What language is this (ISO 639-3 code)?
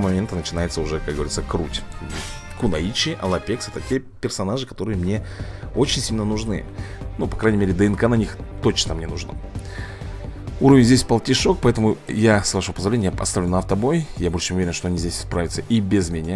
rus